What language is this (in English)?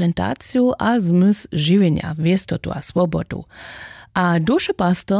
Upper Sorbian